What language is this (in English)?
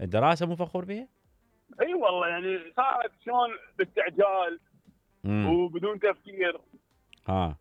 Mesopotamian Arabic